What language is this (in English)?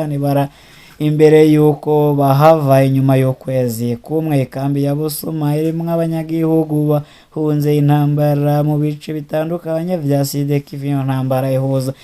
Rundi